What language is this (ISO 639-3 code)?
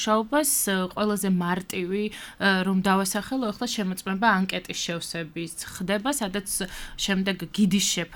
kat